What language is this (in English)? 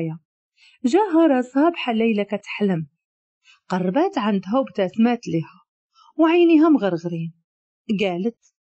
Moroccan Arabic